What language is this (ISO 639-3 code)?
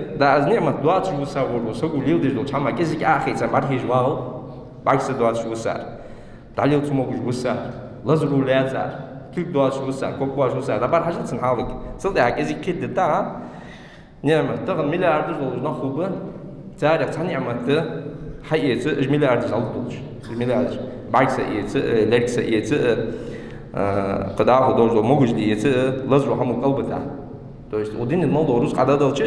inh